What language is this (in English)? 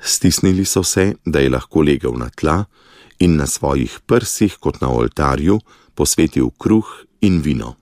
Slovenian